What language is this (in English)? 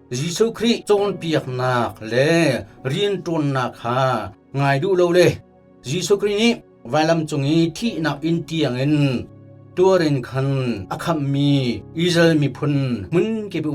Hakha Chin